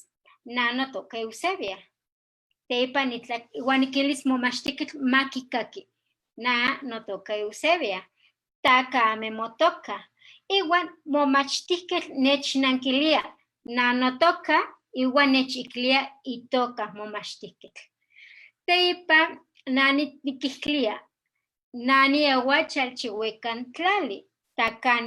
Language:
Eastern Huasteca Nahuatl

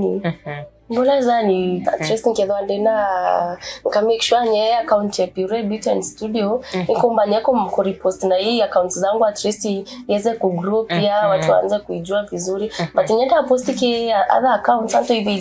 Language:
Meru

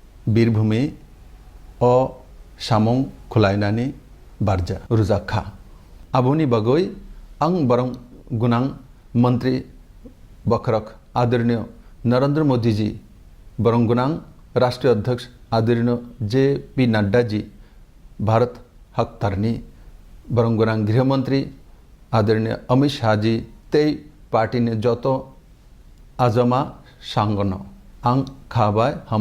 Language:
Kok Borok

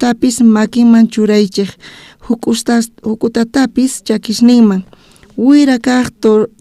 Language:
South Bolivian Quechua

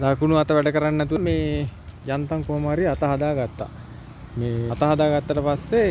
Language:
Sinhala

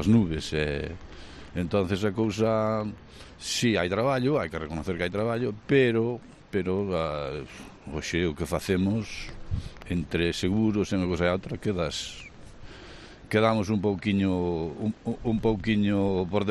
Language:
Galician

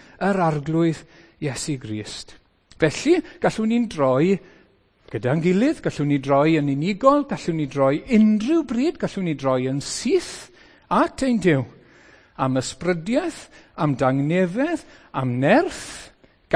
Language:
Welsh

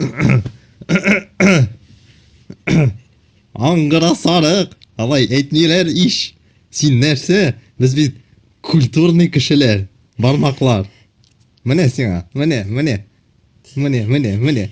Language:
Tatar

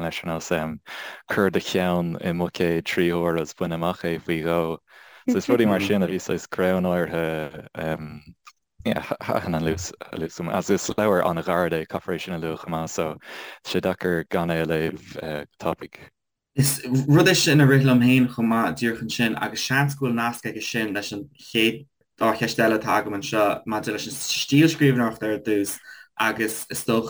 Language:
Irish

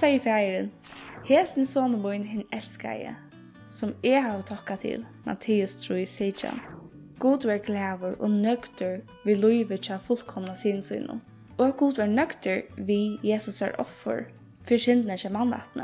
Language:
Faroese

